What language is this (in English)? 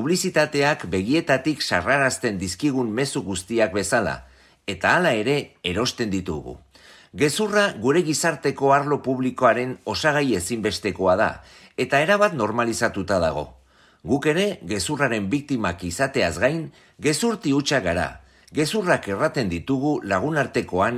Basque